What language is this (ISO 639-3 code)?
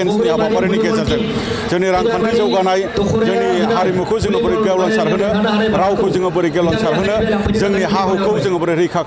brx